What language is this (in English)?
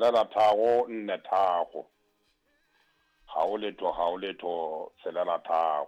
Southern Sotho